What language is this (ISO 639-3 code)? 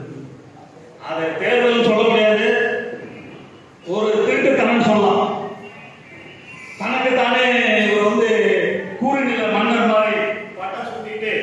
tam